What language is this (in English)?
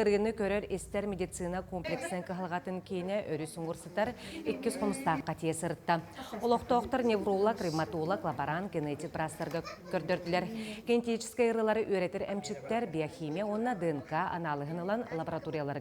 Yakut